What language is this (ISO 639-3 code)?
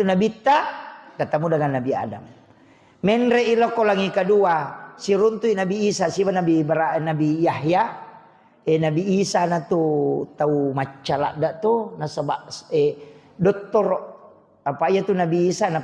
bug